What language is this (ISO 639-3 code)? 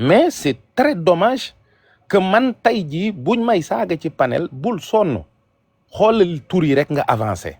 wol